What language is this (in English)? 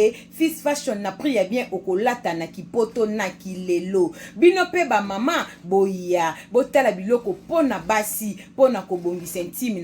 Lingala